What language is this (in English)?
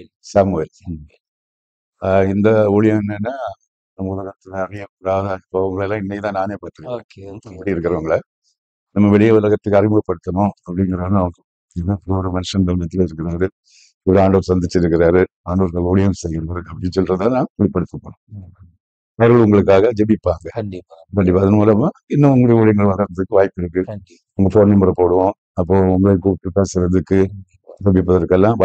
Tamil